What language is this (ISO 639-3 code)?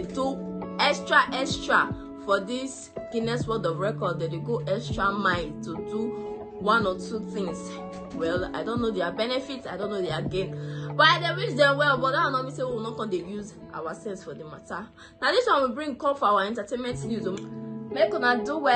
pcm